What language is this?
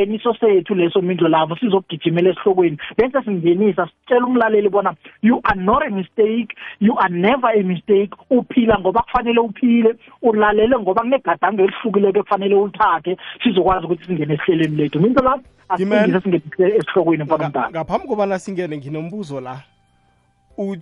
South Ndebele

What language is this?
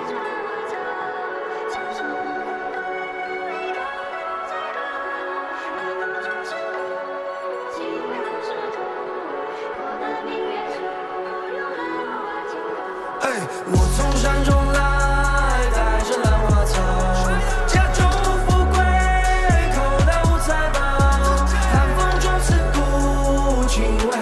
Chinese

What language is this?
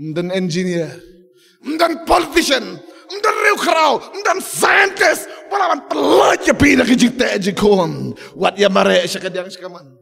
Khasi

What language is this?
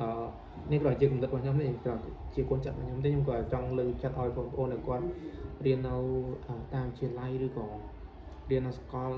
Khmer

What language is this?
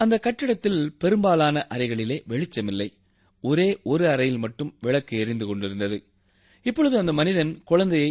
Tamil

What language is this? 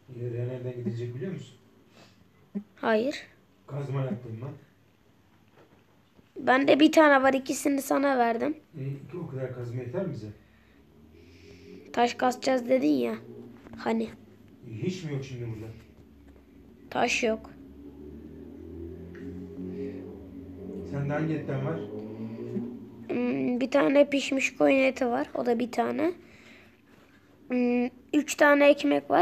Turkish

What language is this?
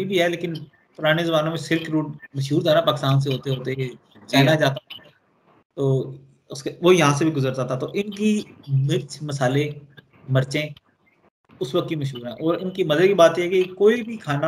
Hindi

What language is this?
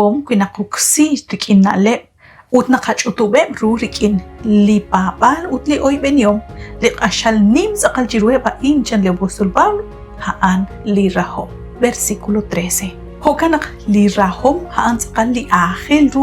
Kekchí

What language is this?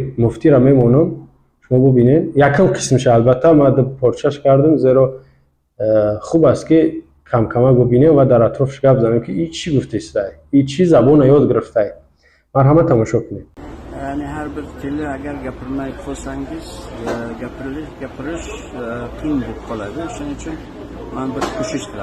Tajik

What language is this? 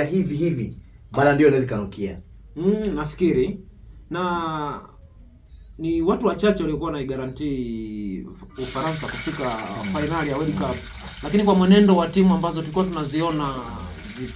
Swahili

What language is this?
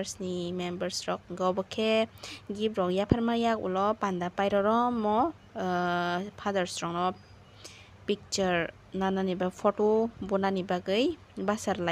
Kok Borok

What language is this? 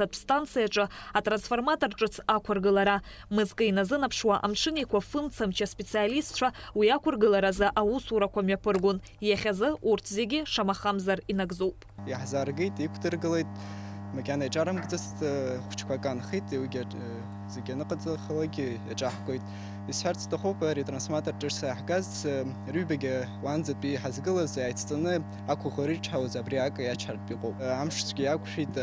Abkhazian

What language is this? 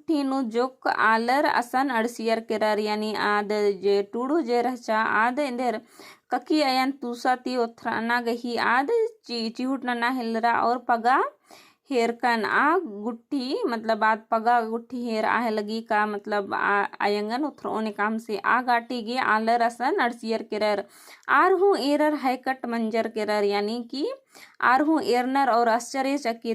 Kurukh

